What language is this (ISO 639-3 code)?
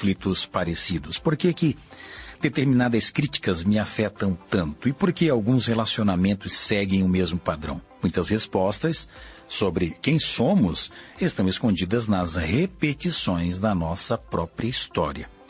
por